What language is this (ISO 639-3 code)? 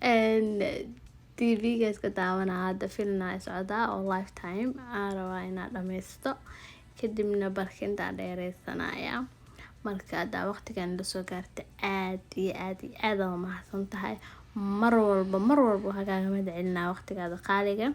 som